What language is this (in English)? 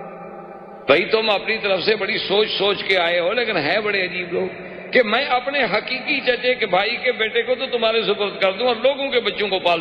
Urdu